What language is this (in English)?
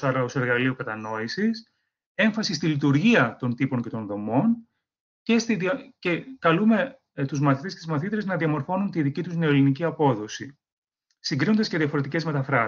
Greek